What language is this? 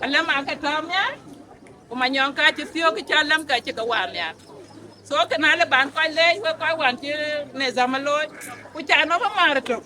Dinka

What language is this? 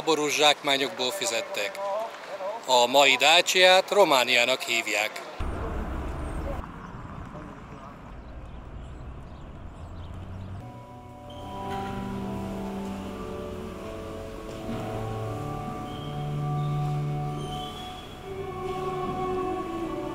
Hungarian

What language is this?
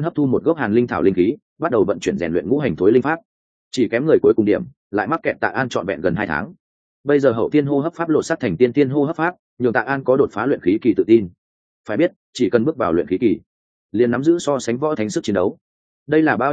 Vietnamese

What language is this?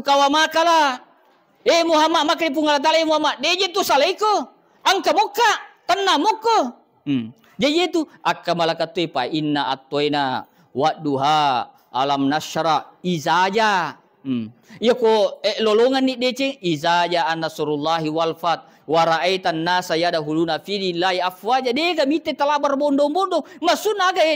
Buginese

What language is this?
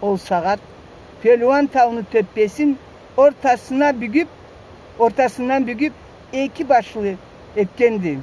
Karachay-Balkar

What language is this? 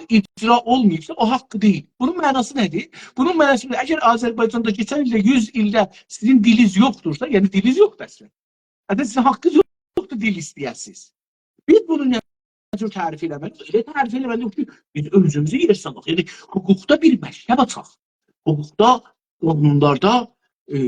South Azerbaijani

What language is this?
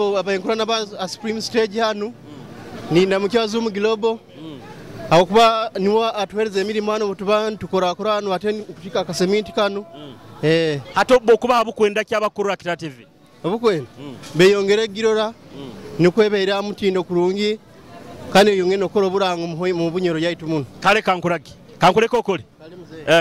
Nyoro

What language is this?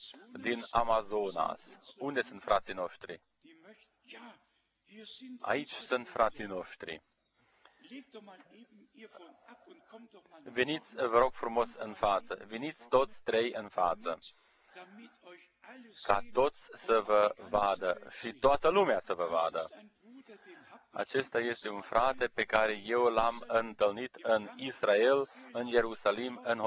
Romanian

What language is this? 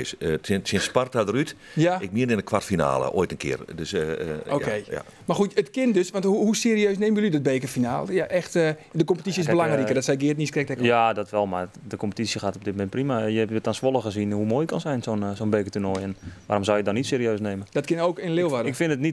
Western Frisian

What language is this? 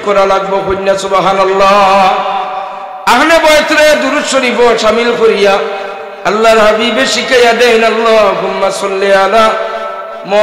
Sylheti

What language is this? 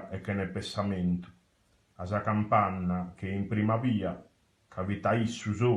Sardinian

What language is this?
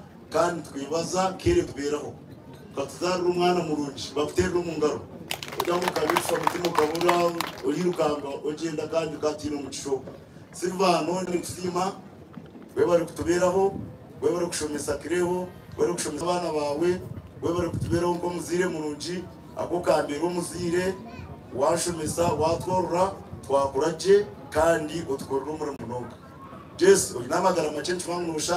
Nyankole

